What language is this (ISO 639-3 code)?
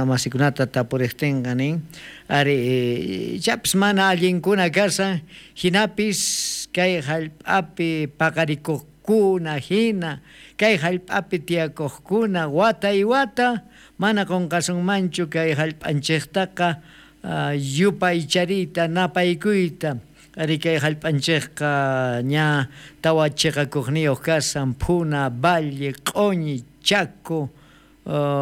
quh